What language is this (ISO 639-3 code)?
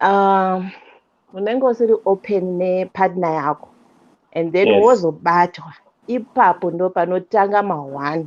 sna